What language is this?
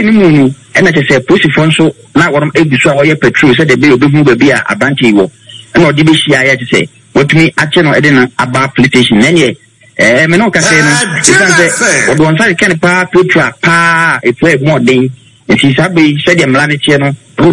Akan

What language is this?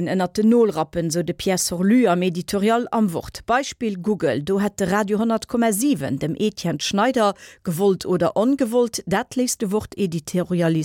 Luxembourgish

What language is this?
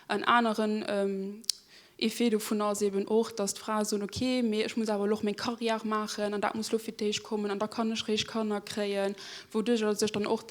Luxembourgish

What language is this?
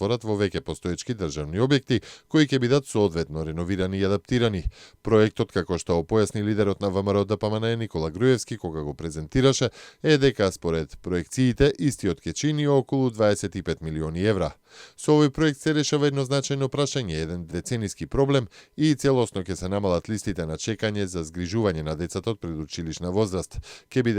Macedonian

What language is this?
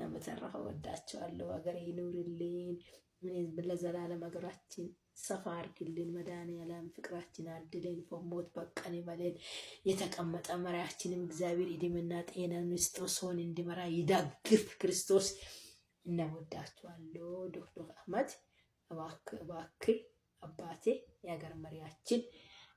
Amharic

